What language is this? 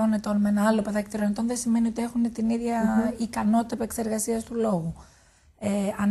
Greek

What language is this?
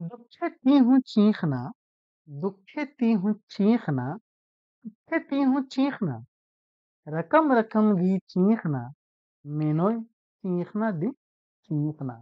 Kurukh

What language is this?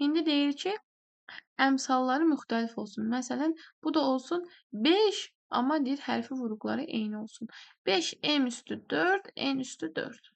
Azerbaijani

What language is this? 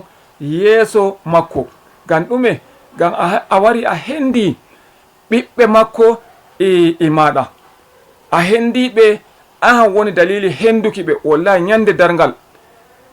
Fula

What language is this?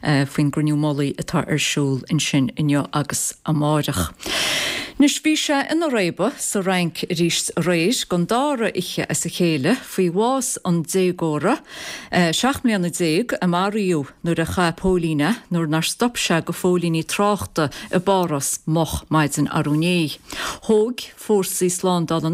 Irish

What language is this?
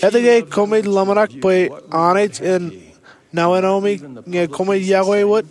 Marshallese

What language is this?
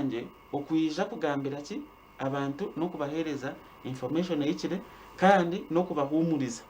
Nyankole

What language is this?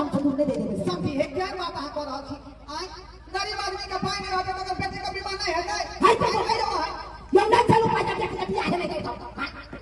Maithili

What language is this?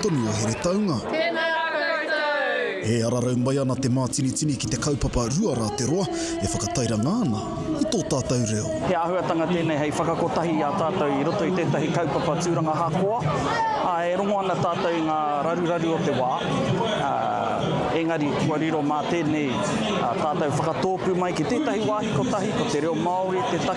Māori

